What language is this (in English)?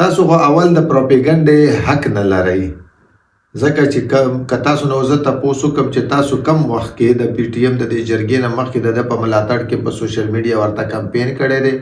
Pashto